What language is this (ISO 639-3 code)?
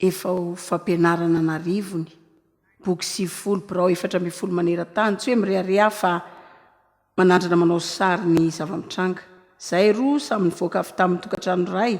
mlg